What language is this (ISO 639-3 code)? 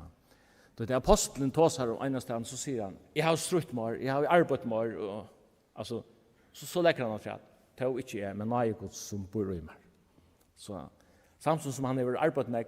fao